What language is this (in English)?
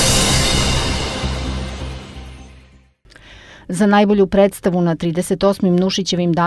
Serbian